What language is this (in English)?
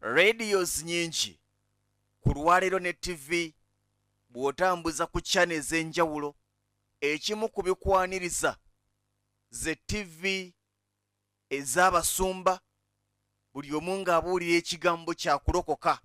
Ganda